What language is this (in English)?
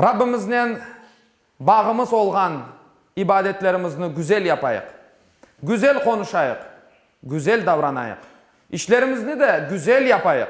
Crimean Tatar